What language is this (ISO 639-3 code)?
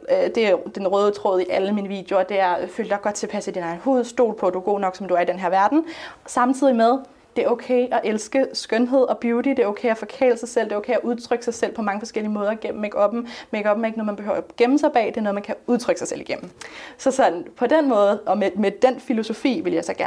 dan